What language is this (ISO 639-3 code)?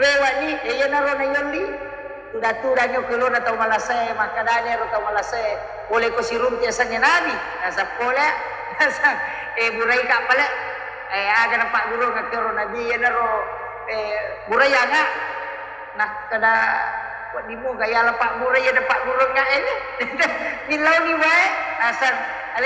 bug